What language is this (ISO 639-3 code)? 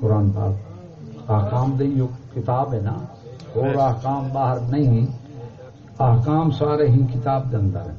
skr